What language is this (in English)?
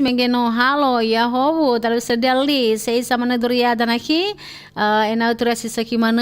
Nias